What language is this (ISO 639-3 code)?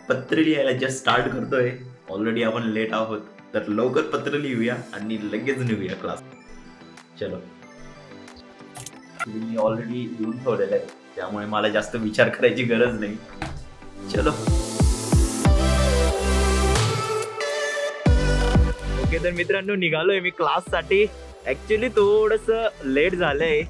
mar